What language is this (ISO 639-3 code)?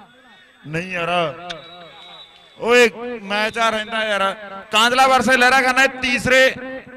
pan